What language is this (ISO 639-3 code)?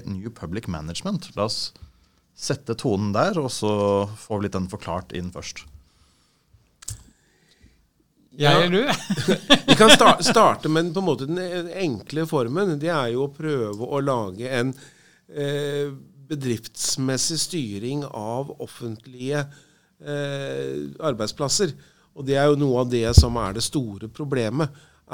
nor